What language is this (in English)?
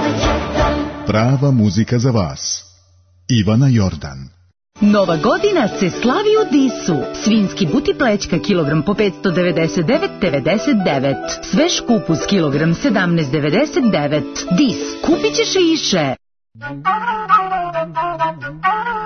Serbian